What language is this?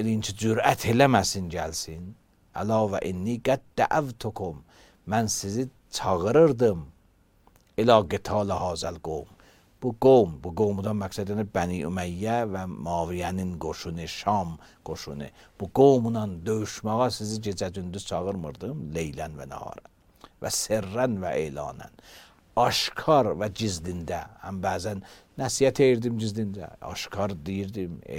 Azerbaijani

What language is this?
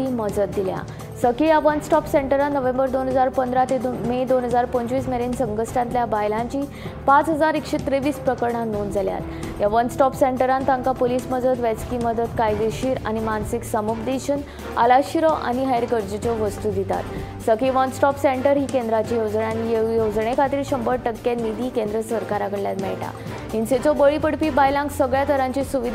Konkani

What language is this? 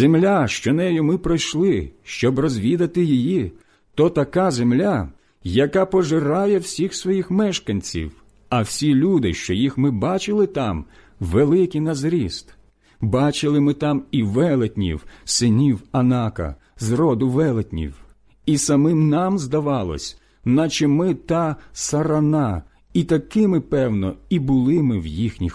Ukrainian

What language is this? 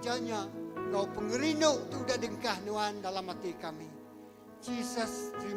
Iban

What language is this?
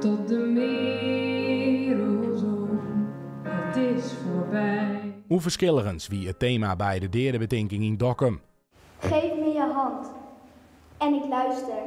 Western Frisian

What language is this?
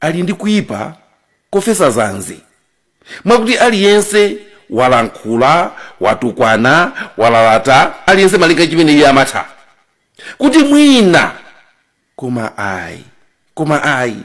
Nyanja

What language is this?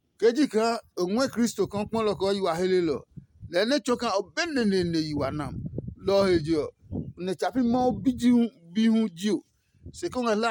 Adangme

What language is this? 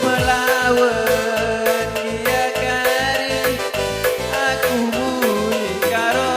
Batak Karo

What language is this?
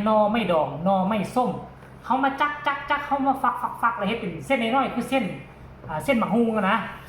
Northeastern Thai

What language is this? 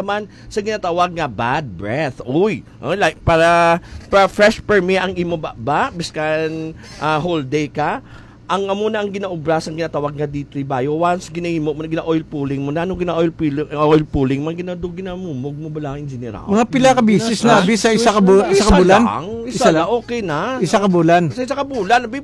Hiligaynon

